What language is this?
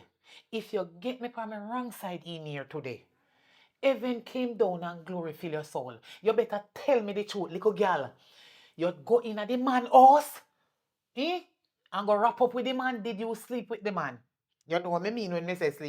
Jamaican Creole English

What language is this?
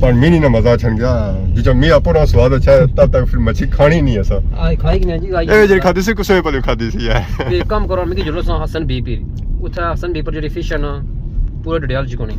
Pahari-Potwari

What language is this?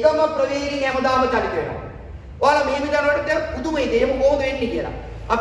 Sinhala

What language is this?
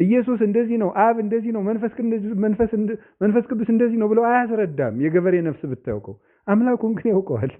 Amharic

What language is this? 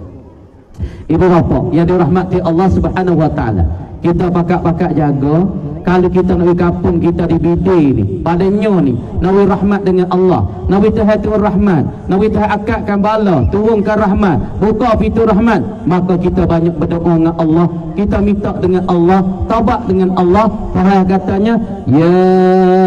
Pattani Malay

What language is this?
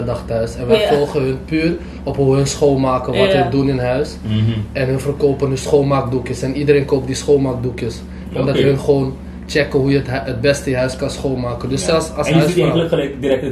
Dutch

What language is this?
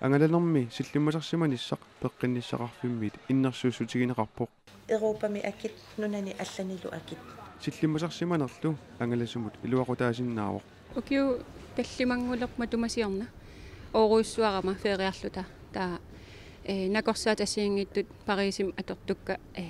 Kalaallisut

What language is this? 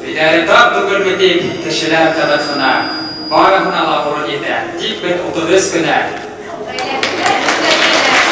Bashkir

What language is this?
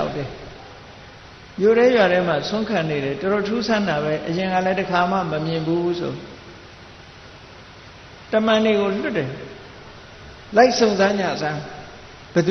Burmese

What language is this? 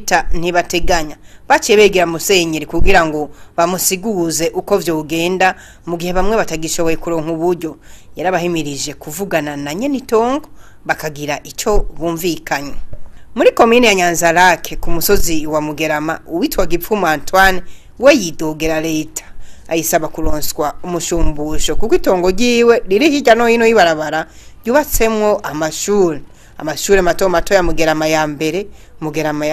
Rundi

